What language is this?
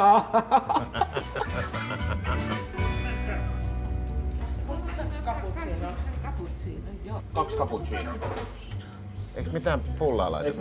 Finnish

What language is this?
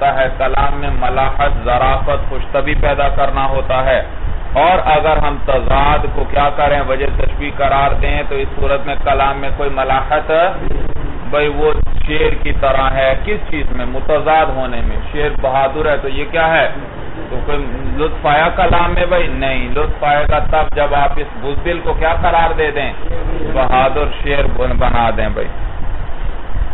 Urdu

